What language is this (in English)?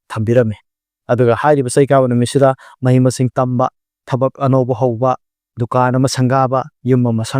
Manipuri